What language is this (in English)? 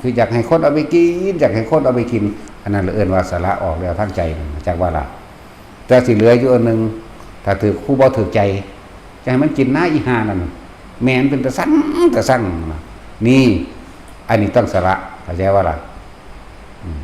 Northeastern Thai